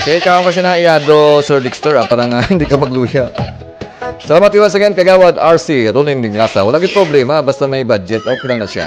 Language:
Hiligaynon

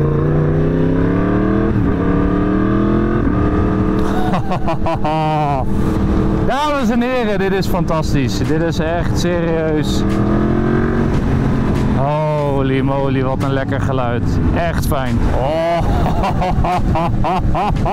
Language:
Dutch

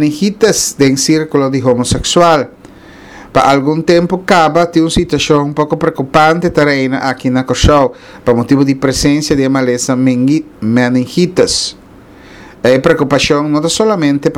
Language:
Papiamento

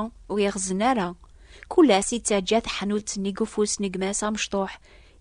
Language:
Kabyle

